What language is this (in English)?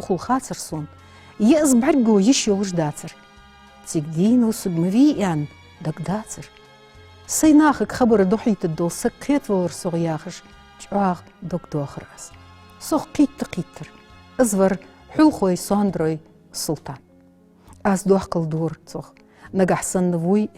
Ingush